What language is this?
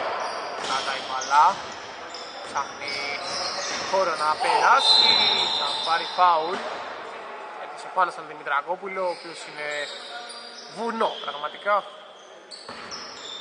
Greek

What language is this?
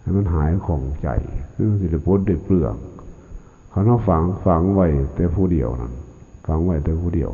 Lao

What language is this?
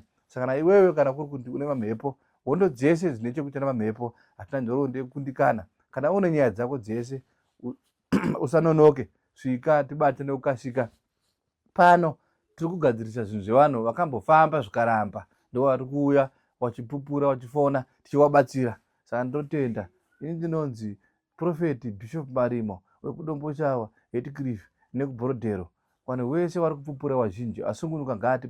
Shona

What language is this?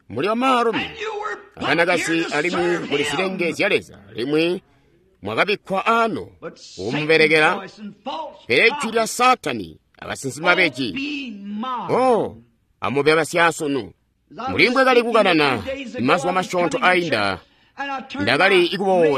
Tonga (Zambia)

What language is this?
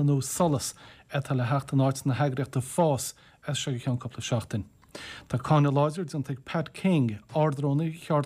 Irish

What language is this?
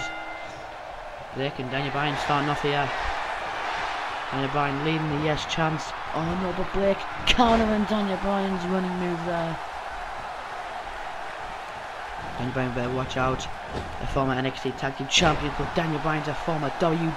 English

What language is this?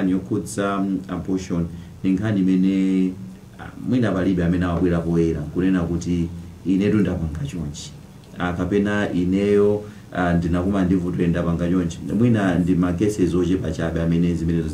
Nyanja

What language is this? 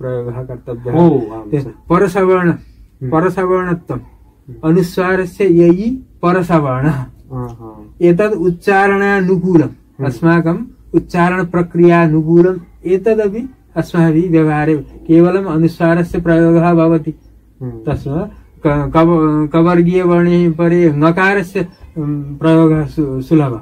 Sanskrit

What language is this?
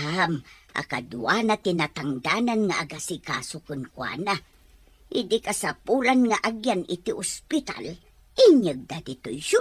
Iloko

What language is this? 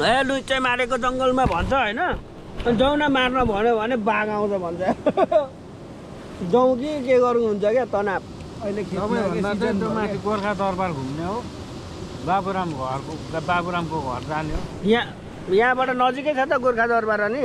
Nepali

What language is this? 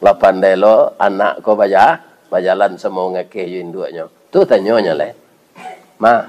Minangkabau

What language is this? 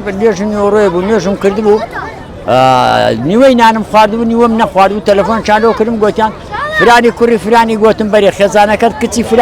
Central Kurdish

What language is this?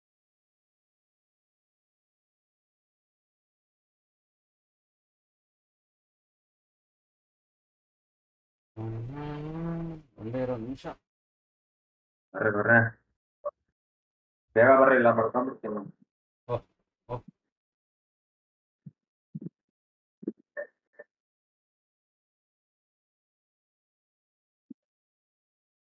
Kannada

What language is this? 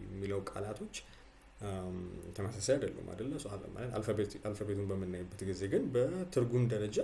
Amharic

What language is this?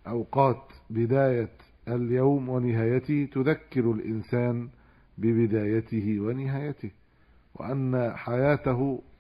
Arabic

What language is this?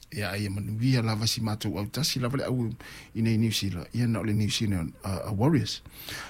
Samoan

